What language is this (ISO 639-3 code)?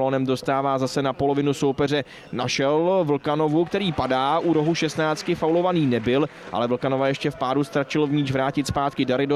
ces